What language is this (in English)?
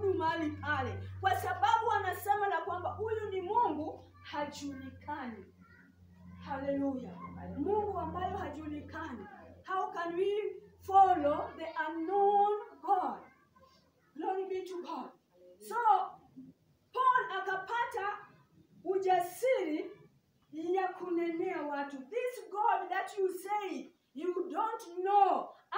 Swahili